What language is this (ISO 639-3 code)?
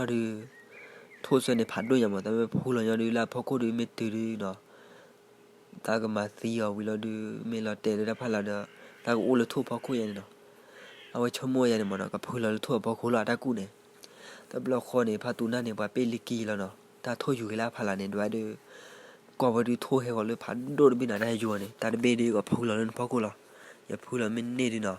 ksw